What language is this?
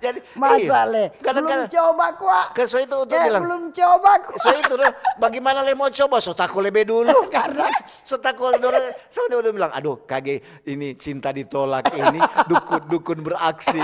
Manado Malay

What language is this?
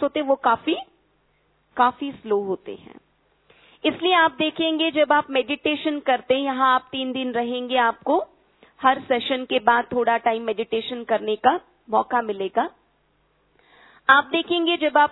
Hindi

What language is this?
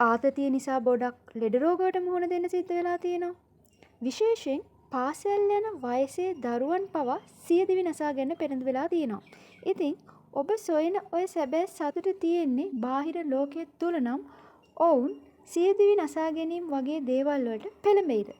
Sinhala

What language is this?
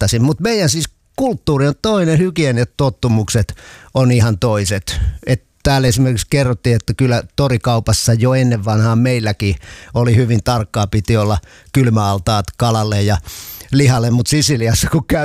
Finnish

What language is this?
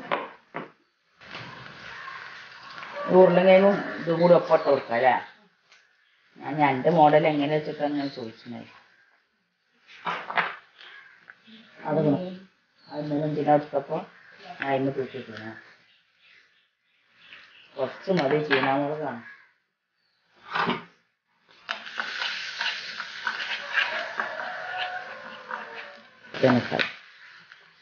Malayalam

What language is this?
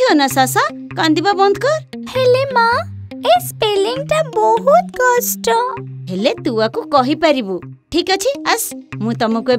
Odia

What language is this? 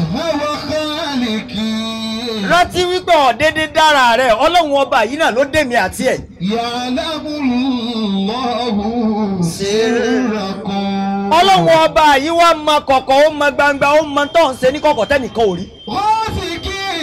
Yoruba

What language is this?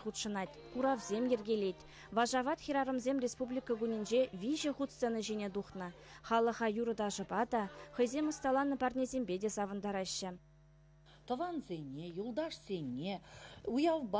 Chuvash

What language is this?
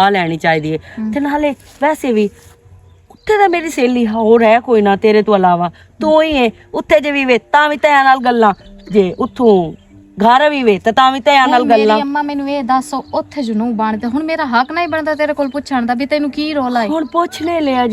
Western Panjabi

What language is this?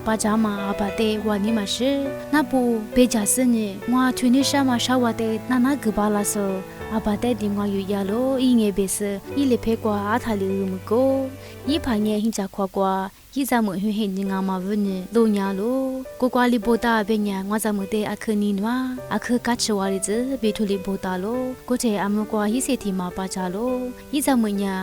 Lisu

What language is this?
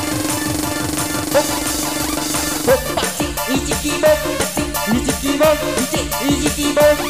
Indonesian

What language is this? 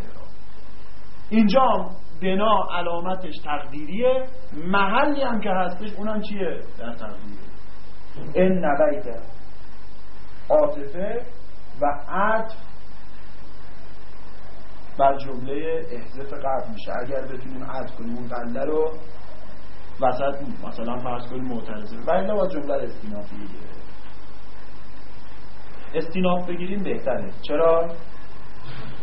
Persian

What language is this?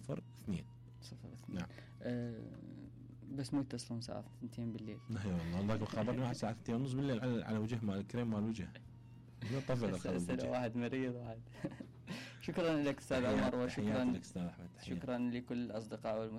Mesopotamian Arabic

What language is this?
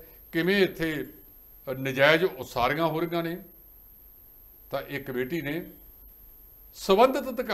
Punjabi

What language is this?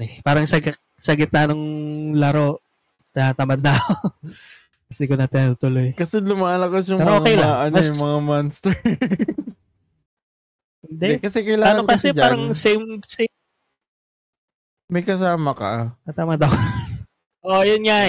Filipino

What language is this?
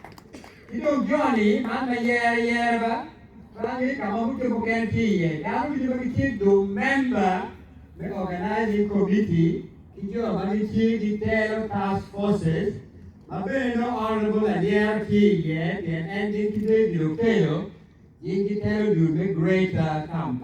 Acoli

